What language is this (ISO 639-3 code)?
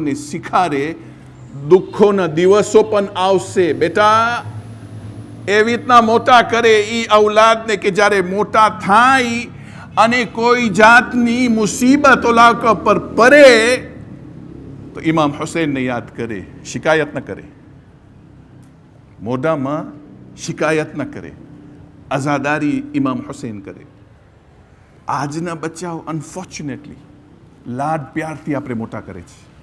guj